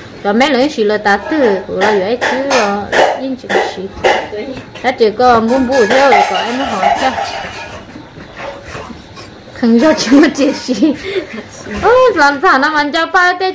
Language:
Vietnamese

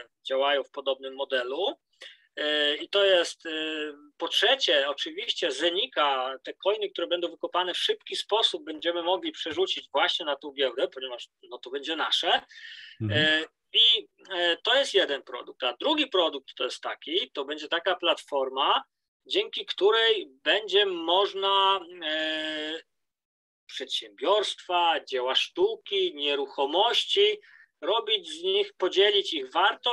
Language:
Polish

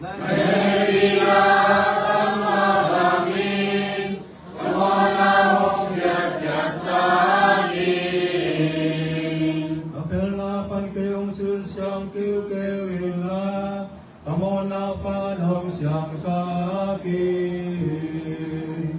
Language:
Tedim Chin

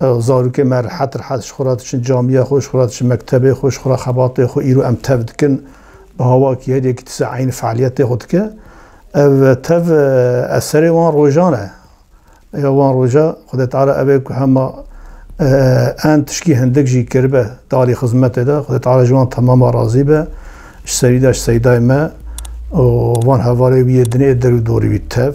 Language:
Kurdish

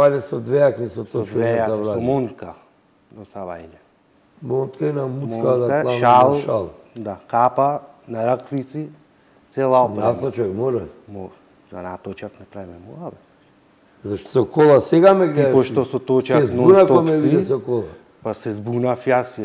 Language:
Macedonian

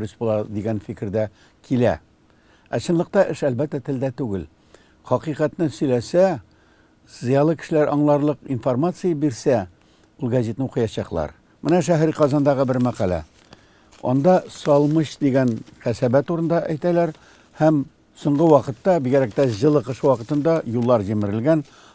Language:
Tatar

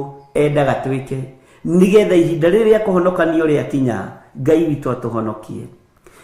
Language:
Kikuyu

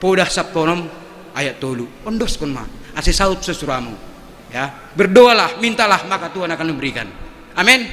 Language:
Batak Simalungun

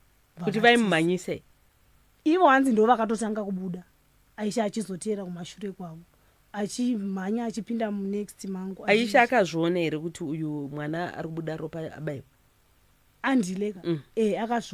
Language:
Shona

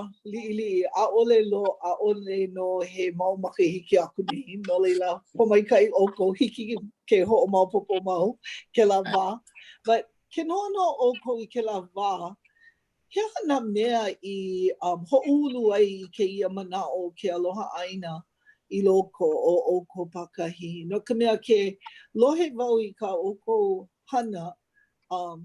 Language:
Hawaiian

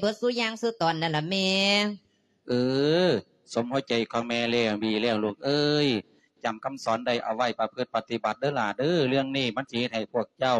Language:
Lao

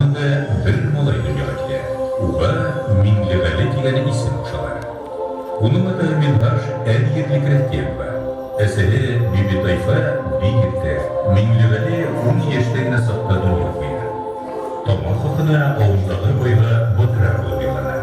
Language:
Bashkir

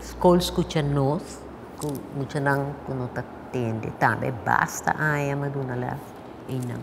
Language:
Papiamento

